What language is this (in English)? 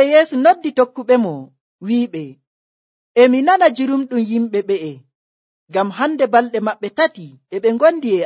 Nigerian Fulfulde